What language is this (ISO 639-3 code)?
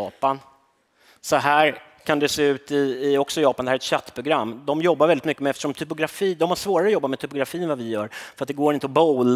swe